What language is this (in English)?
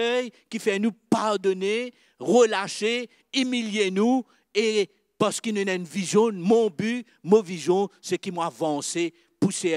Morisyen